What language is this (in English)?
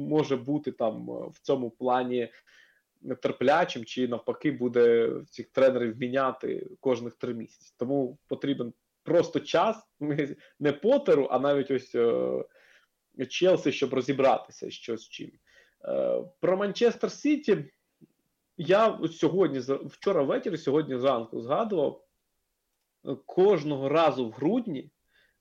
Ukrainian